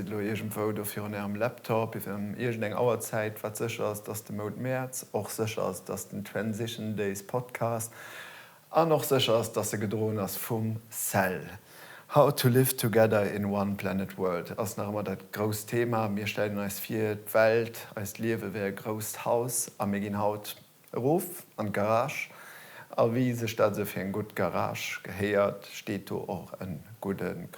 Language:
Luxembourgish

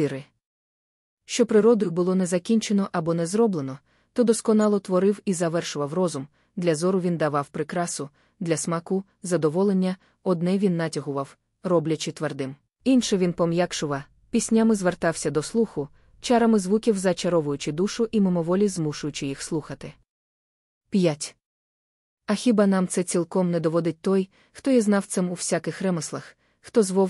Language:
Ukrainian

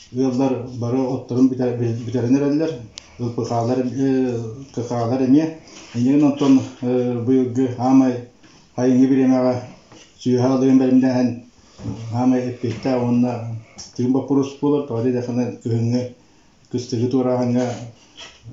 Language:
Yakut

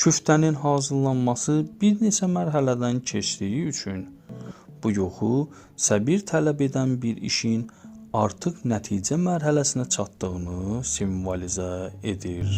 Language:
Azerbaijani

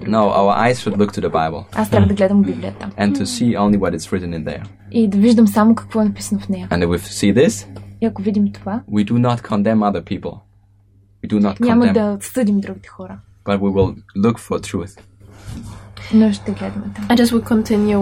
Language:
Bulgarian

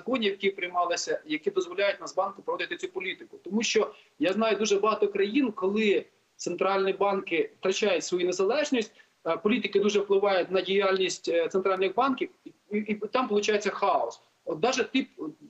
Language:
Ukrainian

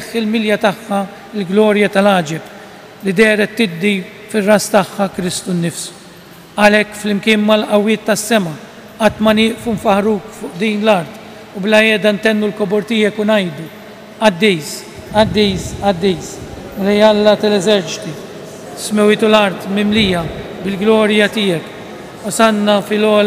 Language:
Maltese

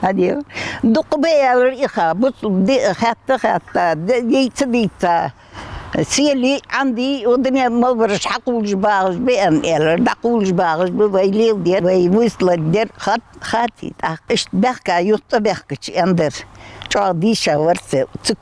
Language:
Ingush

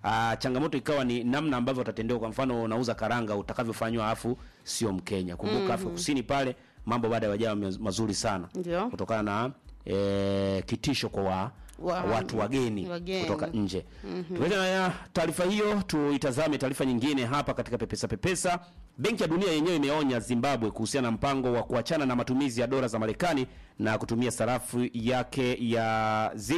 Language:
Swahili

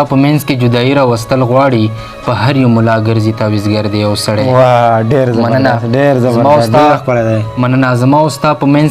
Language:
Pashto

